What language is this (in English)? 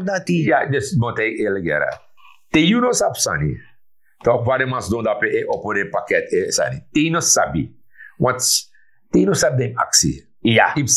Sranan Tongo